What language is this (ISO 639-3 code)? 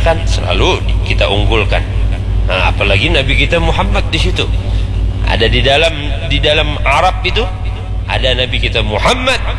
bjn